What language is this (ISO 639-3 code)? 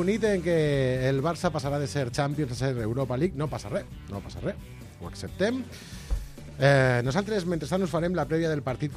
cat